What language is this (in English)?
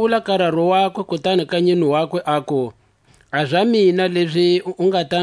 Tswa